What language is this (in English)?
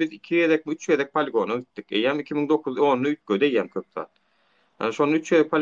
Turkmen